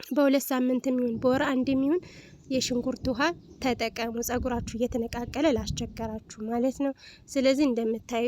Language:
Amharic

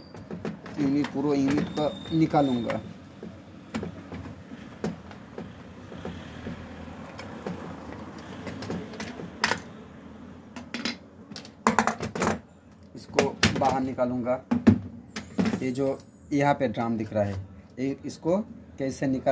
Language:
Hindi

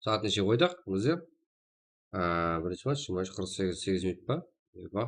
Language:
Kara-Kalpak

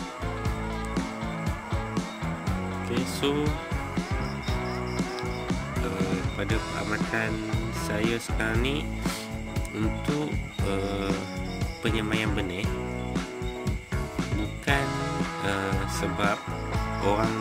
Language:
Malay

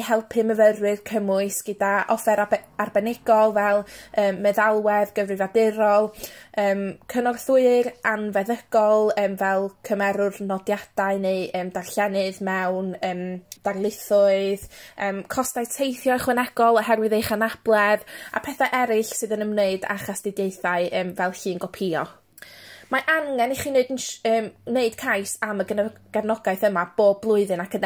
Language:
Welsh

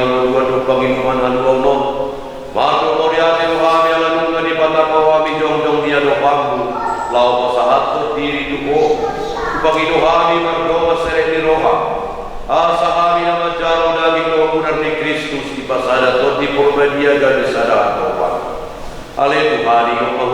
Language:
Batak Toba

